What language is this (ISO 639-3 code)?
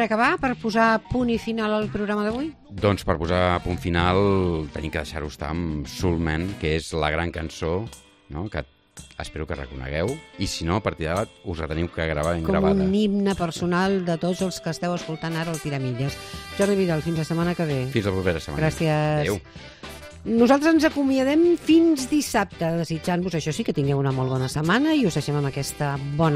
cat